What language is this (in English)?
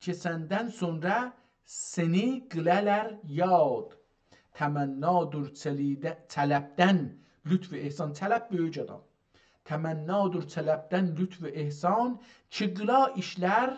South Azerbaijani